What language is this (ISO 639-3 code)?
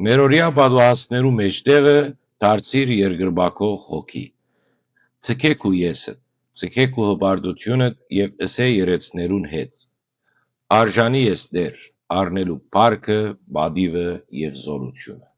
hyw